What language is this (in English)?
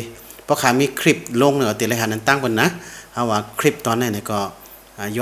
Shan